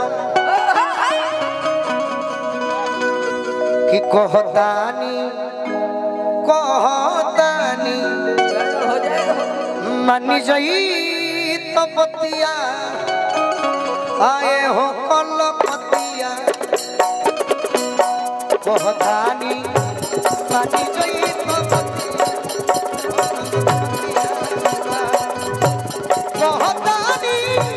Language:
Bhojpuri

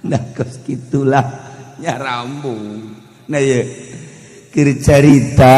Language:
Sundanese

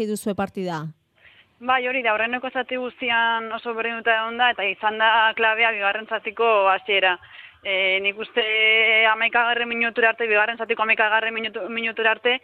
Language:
Basque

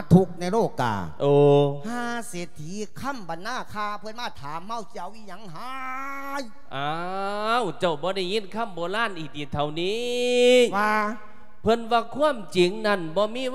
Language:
Lao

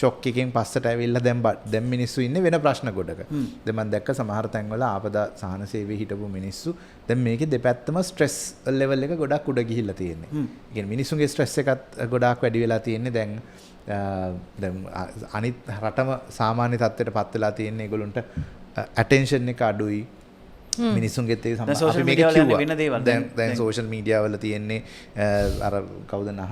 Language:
Sinhala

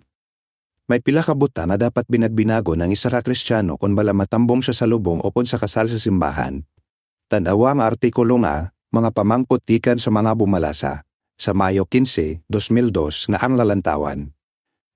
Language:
Hiligaynon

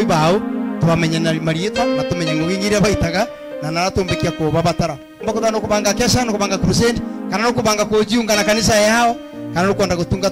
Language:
Meru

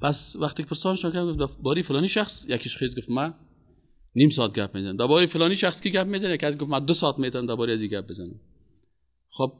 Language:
Persian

